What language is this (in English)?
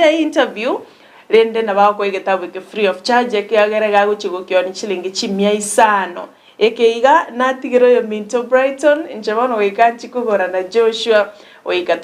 Gusii